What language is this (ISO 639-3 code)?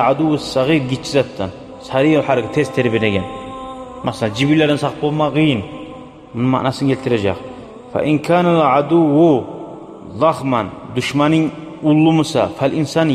kum